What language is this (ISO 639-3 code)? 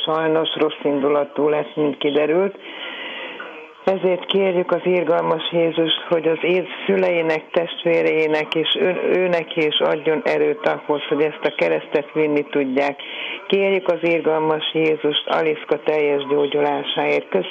hun